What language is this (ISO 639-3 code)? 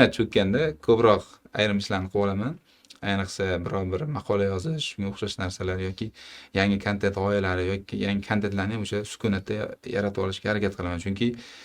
uzb